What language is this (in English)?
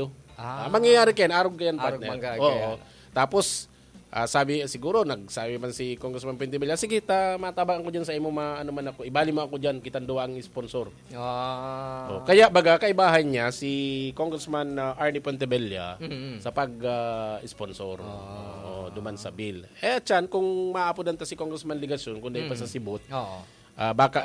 Bikol